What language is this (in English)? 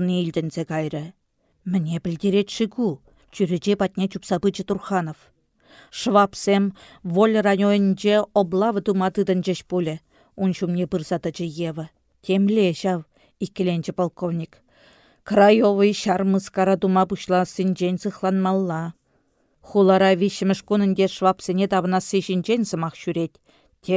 Chuvash